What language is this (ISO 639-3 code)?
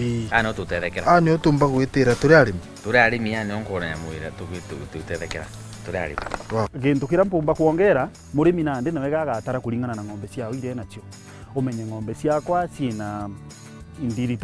mer